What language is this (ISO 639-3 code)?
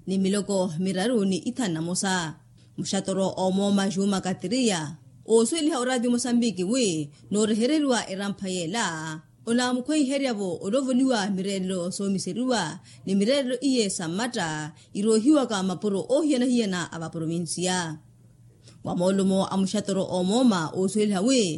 vmw